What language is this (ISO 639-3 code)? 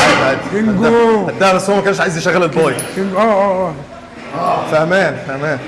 arz